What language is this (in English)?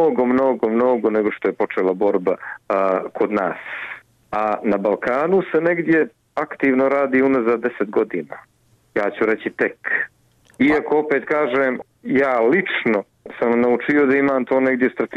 Bosnian